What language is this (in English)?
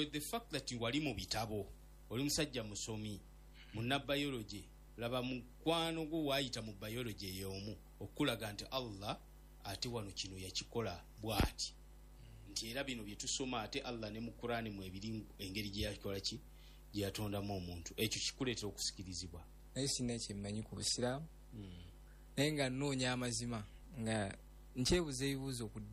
Ganda